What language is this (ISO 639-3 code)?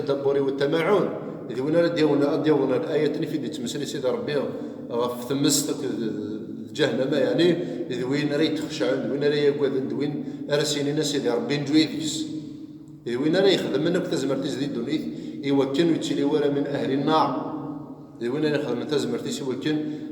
kab